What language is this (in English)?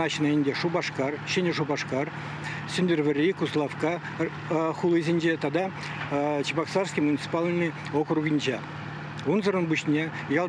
Chuvash